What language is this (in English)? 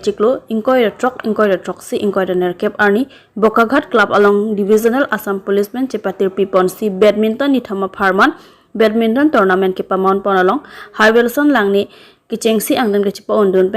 Karbi